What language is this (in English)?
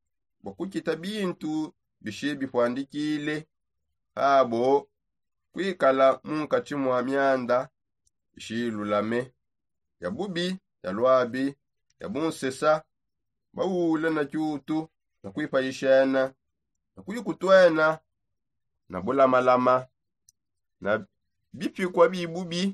Songe